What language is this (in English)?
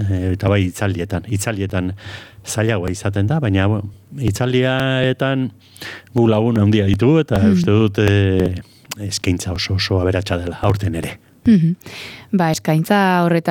Basque